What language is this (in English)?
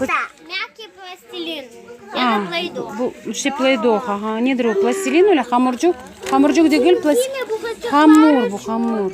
Crimean Tatar